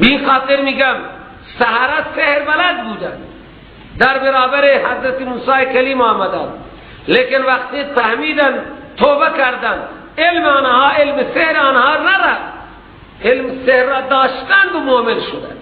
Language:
Persian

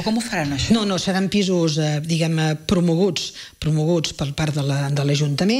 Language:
Catalan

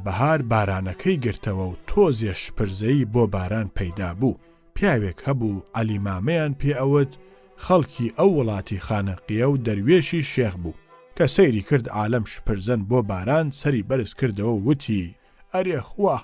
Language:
Central Kurdish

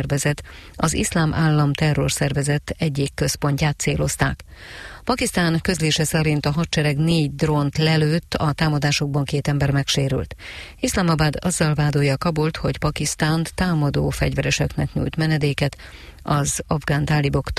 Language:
Hungarian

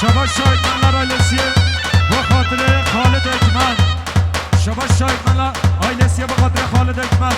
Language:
Kurdish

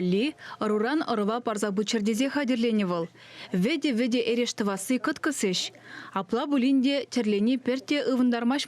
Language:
Chuvash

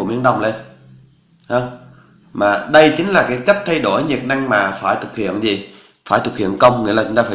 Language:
Vietnamese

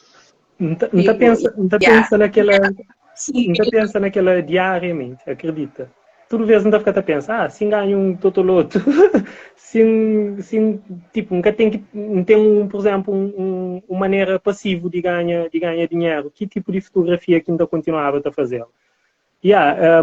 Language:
Kabuverdianu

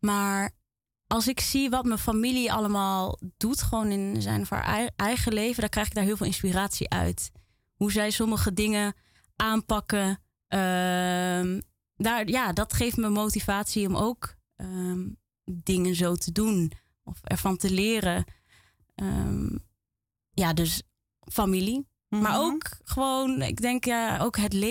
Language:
Dutch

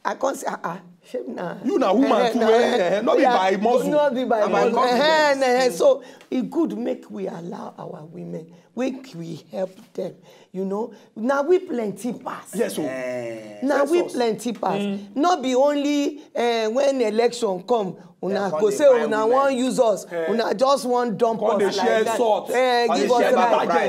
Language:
Nigerian Pidgin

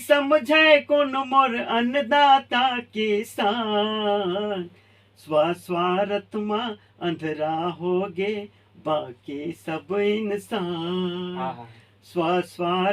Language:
Chhattisgarhi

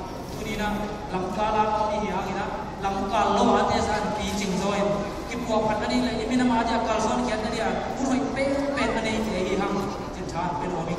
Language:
Tedim Chin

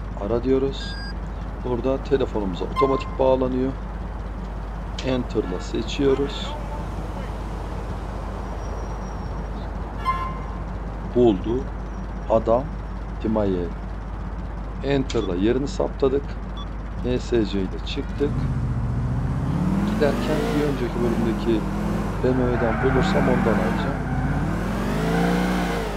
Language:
Turkish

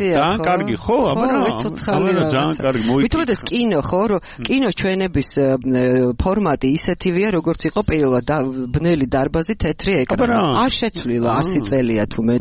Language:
Georgian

